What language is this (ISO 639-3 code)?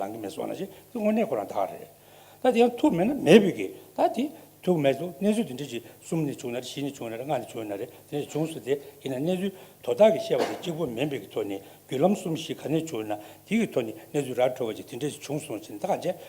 bod